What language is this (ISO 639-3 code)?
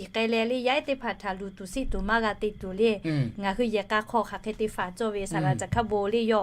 lhu